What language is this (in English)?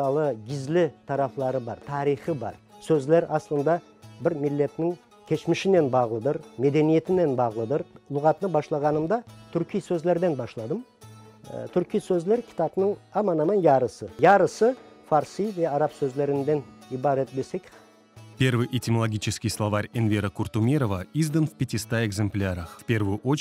Crimean Tatar